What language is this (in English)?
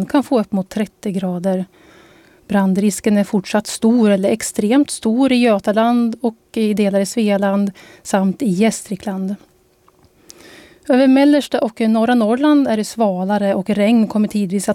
Swedish